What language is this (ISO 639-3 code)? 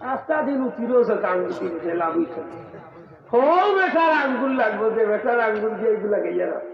syl